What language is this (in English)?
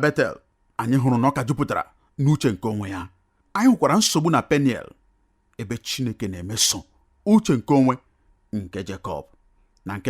Igbo